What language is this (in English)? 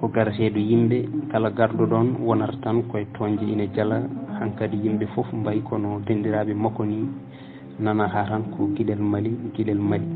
Fula